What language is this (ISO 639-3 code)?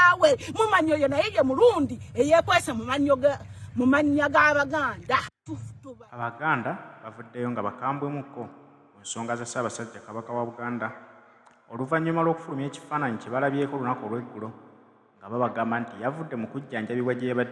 lug